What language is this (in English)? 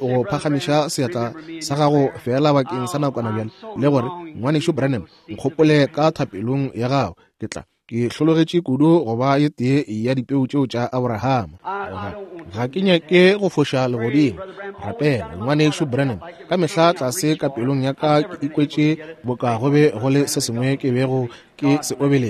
Northern Sotho